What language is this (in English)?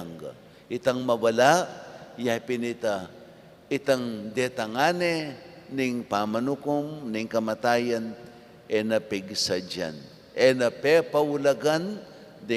Pampanga